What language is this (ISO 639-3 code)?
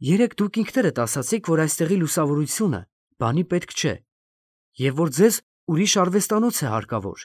hye